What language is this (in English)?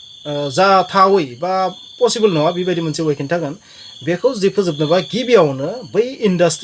Bodo